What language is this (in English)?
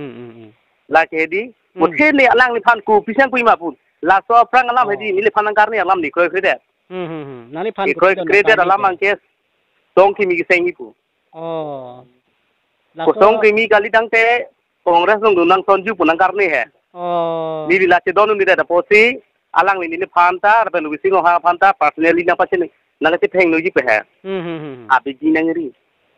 Karbi